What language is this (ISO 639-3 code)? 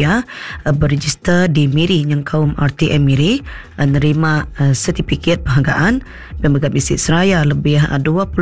iba